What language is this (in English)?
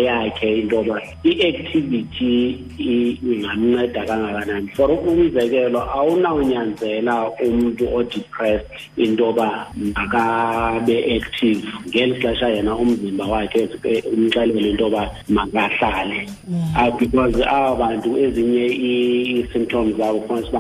Xhosa